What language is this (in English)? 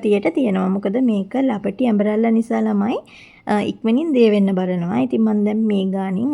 Sinhala